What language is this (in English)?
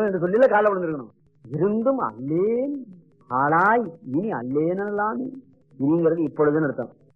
Tamil